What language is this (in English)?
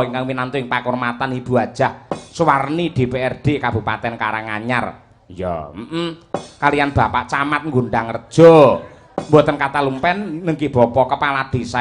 Javanese